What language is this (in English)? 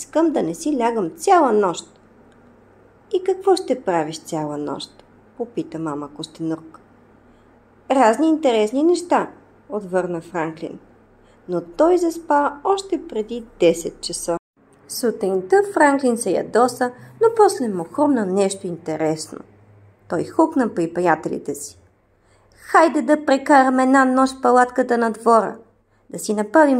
Bulgarian